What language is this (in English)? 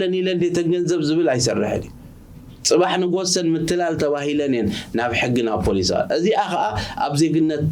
Tigrinya